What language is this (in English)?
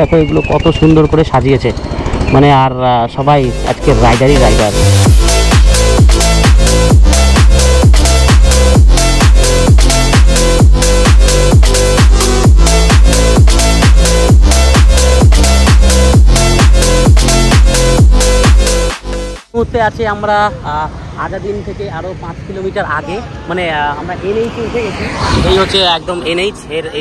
Bangla